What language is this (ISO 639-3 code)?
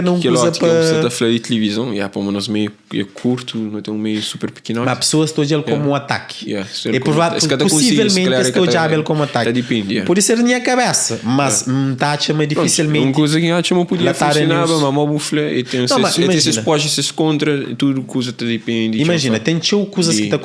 kea